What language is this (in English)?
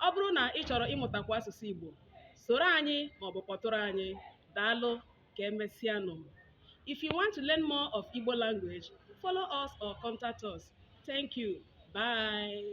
Igbo